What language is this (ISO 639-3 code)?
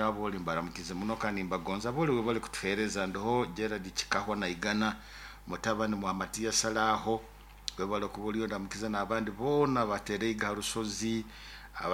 nyo